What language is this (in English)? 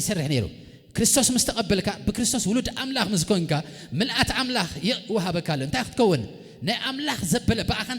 Tigrinya